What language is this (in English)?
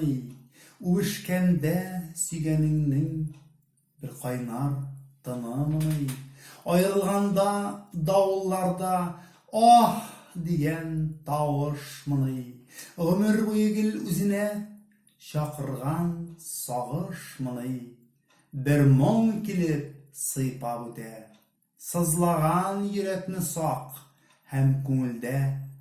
Tatar